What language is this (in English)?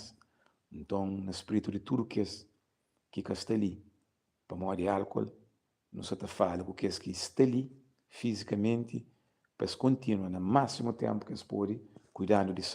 Kabuverdianu